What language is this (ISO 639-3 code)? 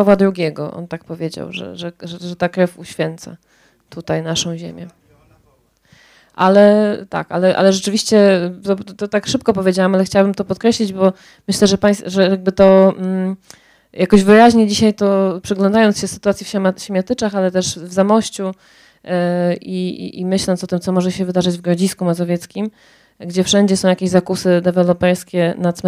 pol